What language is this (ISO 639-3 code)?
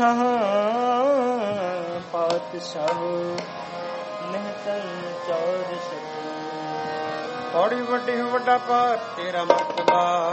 pan